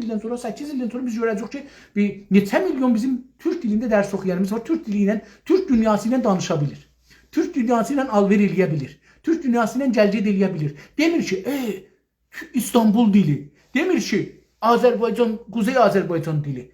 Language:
South Azerbaijani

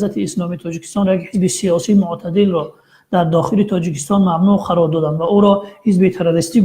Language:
Tajik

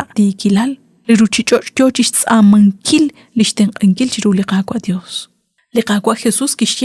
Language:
Kekchí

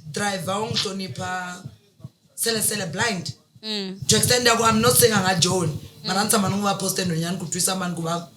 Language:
Tsonga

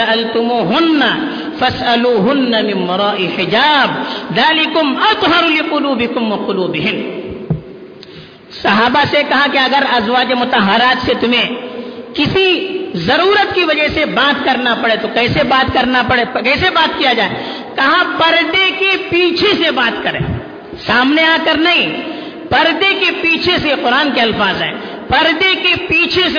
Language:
Urdu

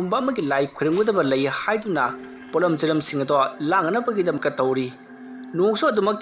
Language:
Manipuri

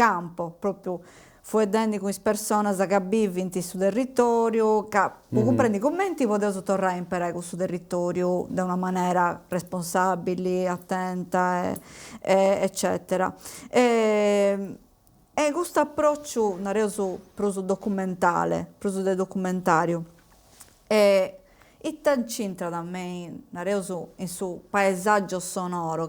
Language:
Sardinian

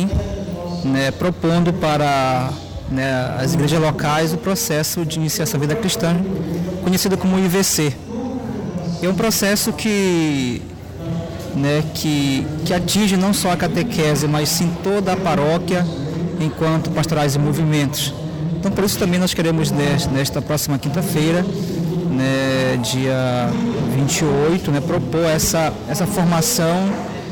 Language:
Portuguese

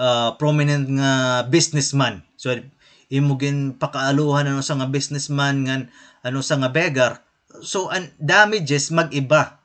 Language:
Waray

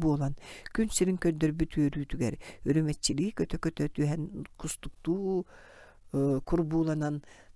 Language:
Yakut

